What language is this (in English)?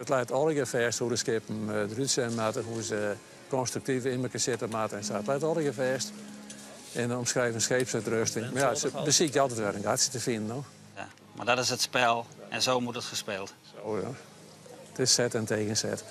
Western Frisian